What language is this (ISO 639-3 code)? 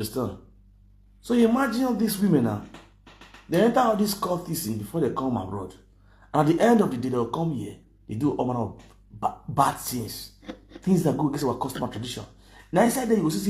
pcm